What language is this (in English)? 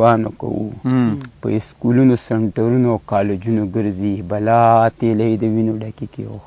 Pashto